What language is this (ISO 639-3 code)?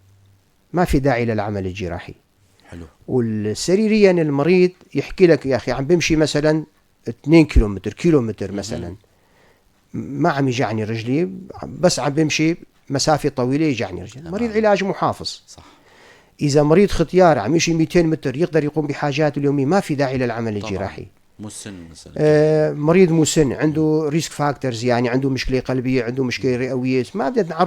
apc